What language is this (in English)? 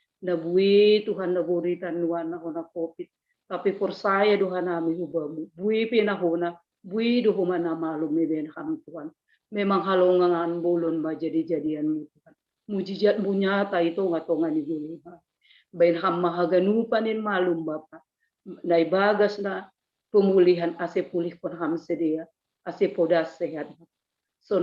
Batak Simalungun